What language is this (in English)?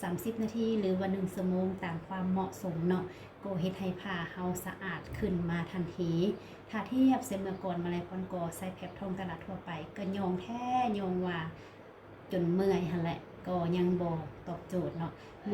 Lao